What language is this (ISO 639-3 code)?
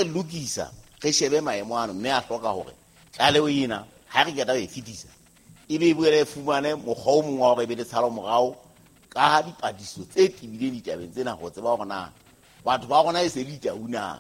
sot